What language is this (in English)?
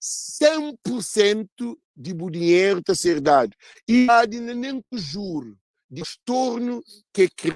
Kabuverdianu